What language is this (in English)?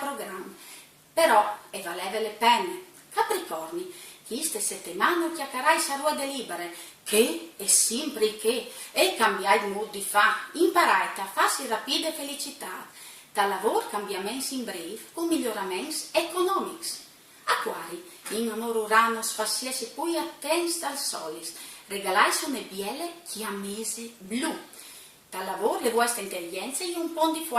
Friulian